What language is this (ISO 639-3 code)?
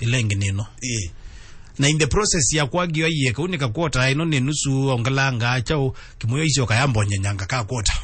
kam